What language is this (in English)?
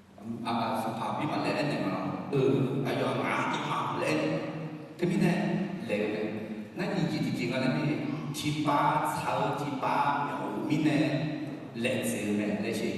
Akha